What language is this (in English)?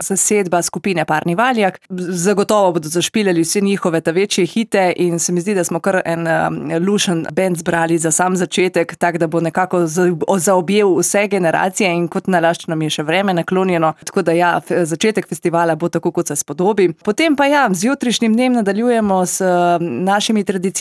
Slovenian